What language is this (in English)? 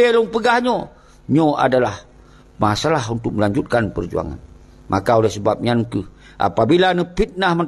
Achinese